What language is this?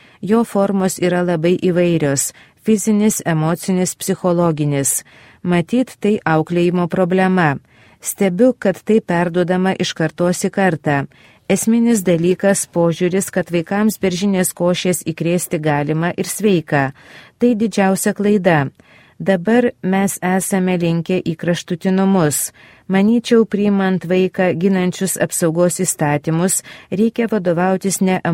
Lithuanian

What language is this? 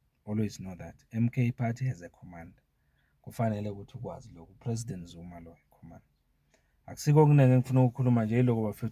Zulu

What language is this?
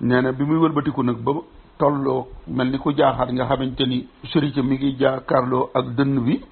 Wolof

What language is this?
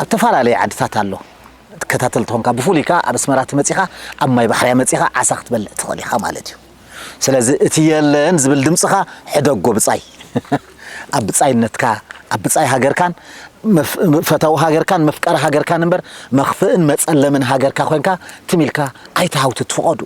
Tigrinya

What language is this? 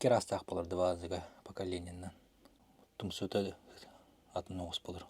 Yakut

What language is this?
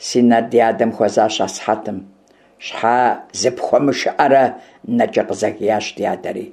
Kabardian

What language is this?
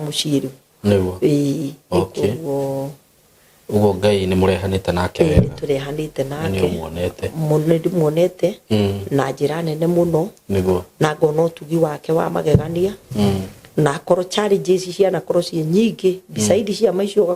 Kikuyu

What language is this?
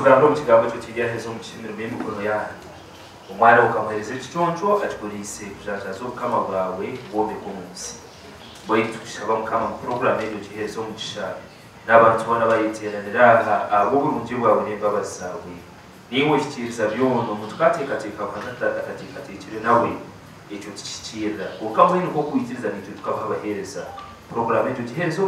Nyankole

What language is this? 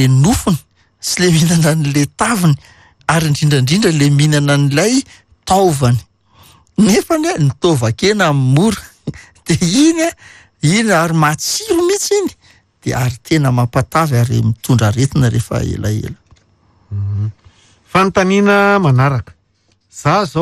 Malagasy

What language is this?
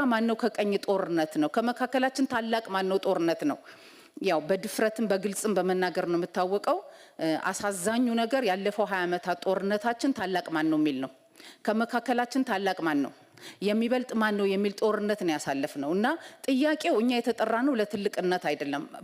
Amharic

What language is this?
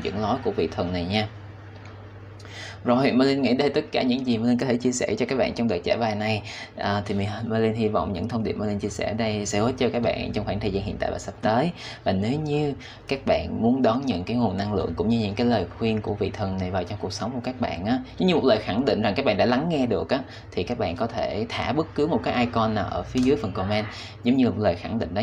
Vietnamese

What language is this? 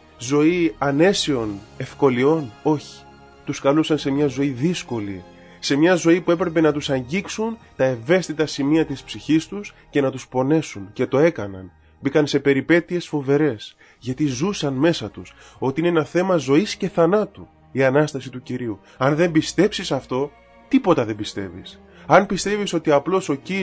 Greek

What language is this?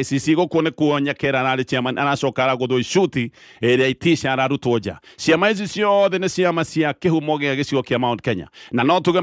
Kikuyu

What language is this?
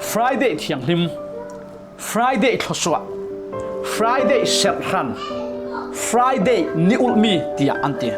Falam Chin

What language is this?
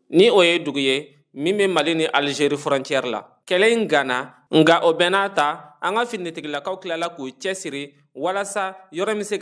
Bambara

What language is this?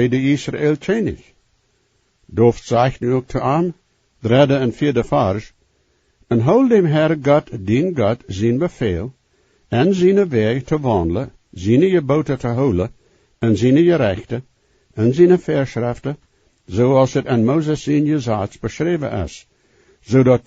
Plautdietsch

